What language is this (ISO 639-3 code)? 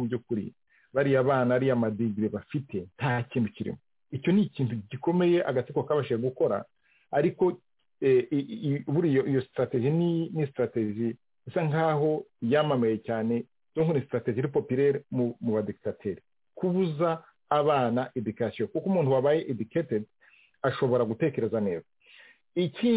kin